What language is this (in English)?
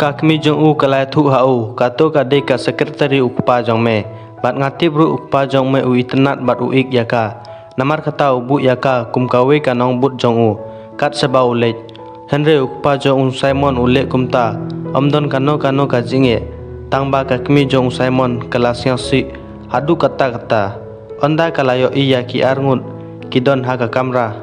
Khasi